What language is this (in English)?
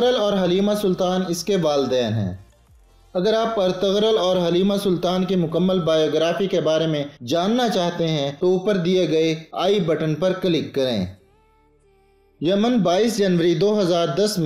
Urdu